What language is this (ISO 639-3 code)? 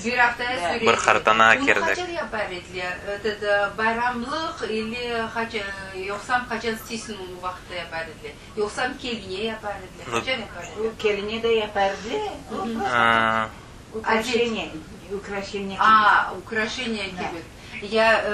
crh